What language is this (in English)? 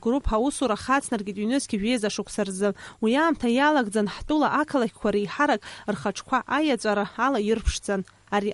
Abkhazian